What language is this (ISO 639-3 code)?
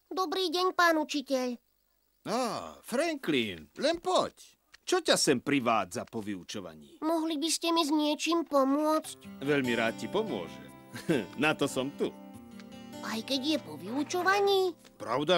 slk